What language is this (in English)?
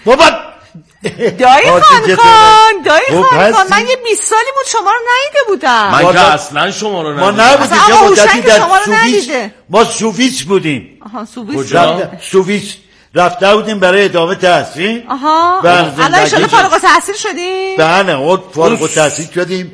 Persian